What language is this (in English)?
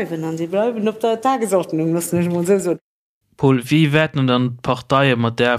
Luxembourgish